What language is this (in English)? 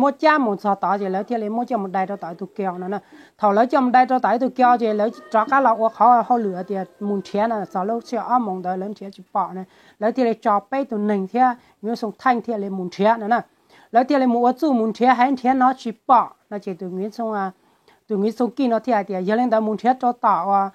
Hmong